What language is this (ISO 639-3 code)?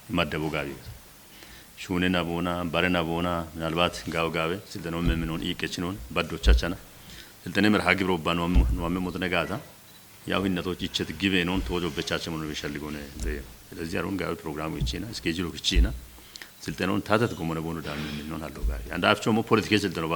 kbr